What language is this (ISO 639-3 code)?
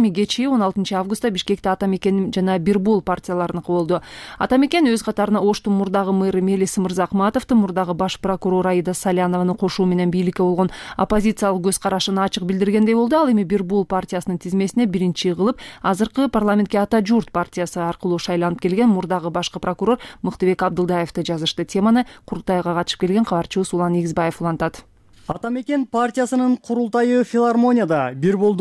kir